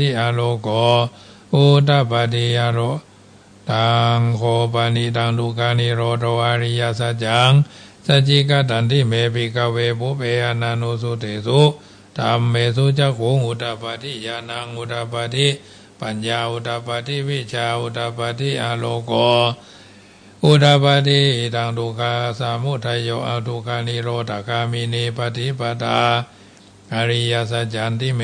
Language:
Pali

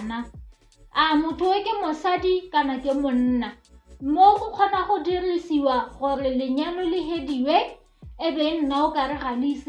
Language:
Tswana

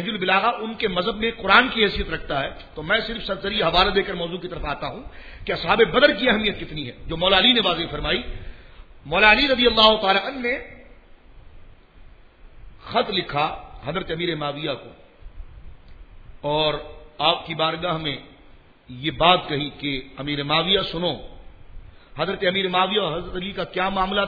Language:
Urdu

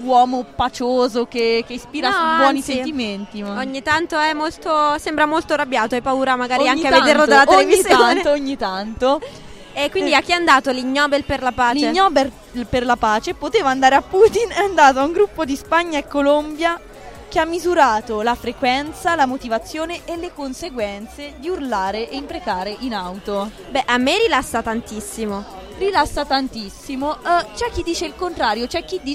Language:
Italian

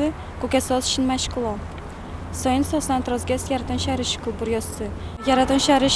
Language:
Udmurt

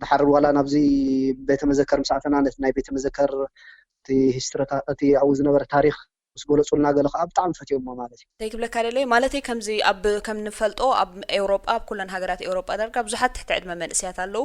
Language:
Tigrinya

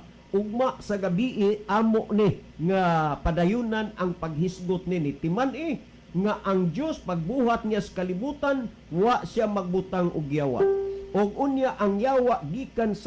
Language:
Cebuano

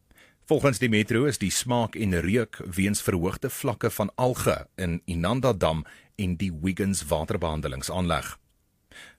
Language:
Afrikaans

